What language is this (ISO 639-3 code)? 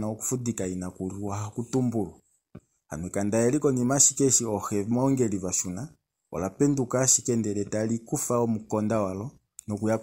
kua